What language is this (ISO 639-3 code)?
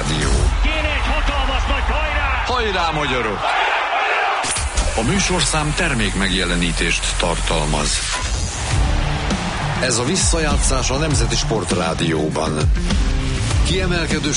hun